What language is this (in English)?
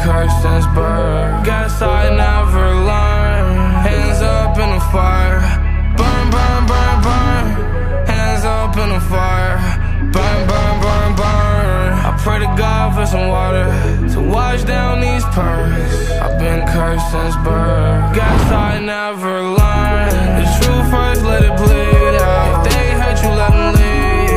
English